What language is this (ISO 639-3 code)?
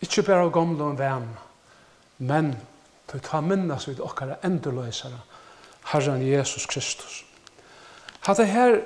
fao